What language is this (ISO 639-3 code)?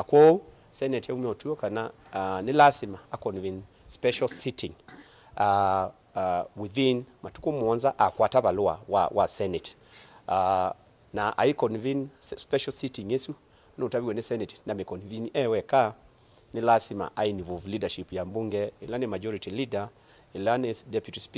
kam